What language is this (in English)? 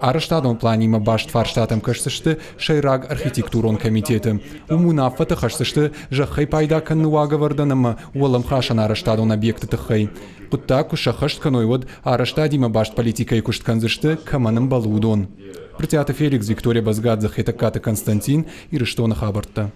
Ossetic